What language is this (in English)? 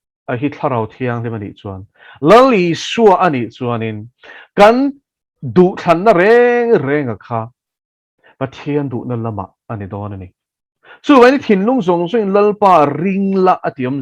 Mizo